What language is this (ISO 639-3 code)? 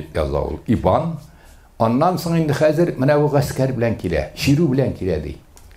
tat